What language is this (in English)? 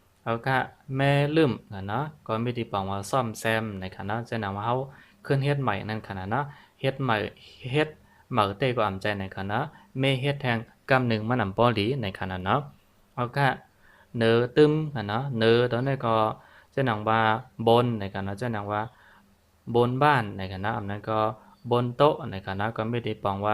Shan